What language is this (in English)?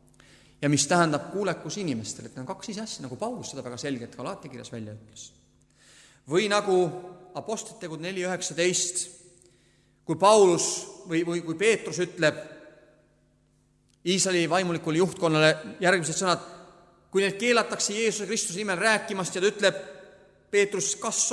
Estonian